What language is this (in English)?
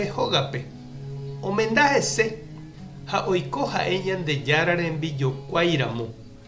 Guarani